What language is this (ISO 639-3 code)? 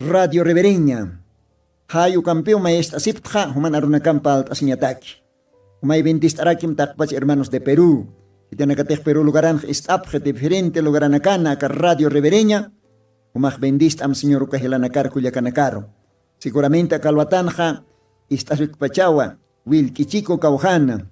aym